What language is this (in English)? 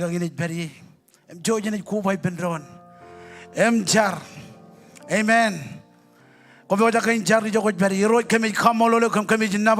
Marshallese